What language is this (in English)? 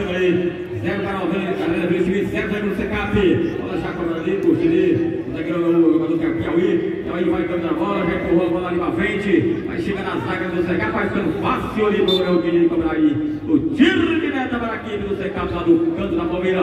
Portuguese